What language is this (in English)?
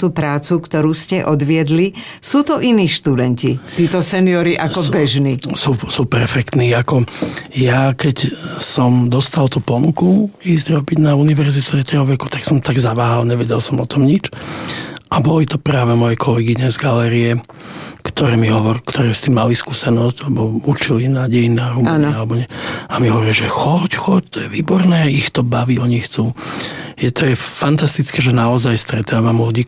Slovak